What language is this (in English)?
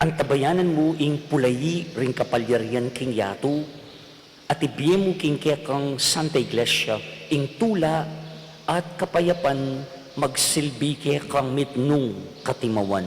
Pampanga